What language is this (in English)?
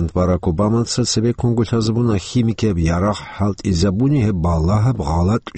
Avaric